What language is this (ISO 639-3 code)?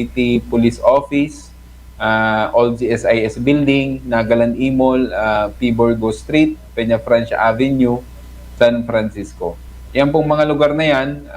bik